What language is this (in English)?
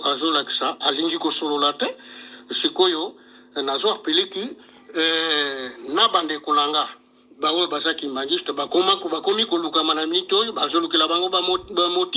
Lingala